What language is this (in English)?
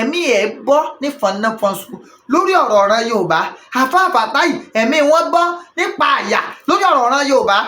Yoruba